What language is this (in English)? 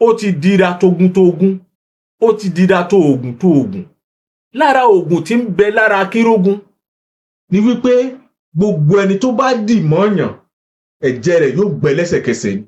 Yoruba